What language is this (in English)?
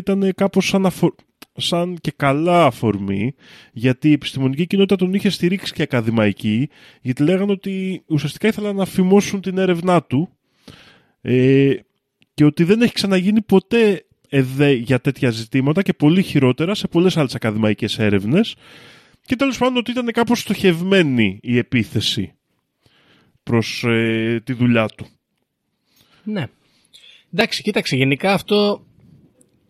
Greek